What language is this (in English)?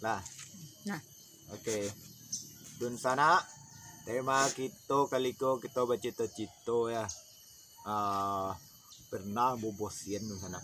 Minangkabau